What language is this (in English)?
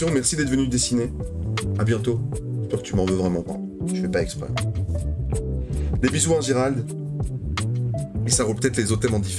French